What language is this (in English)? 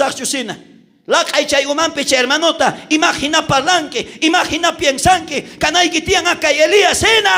South Bolivian Quechua